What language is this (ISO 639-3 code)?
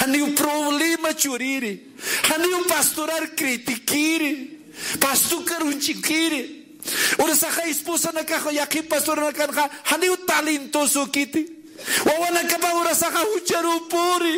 aym